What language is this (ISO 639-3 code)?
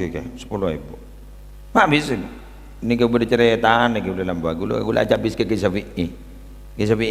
mad